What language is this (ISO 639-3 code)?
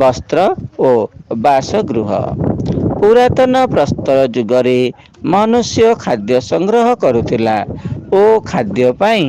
ori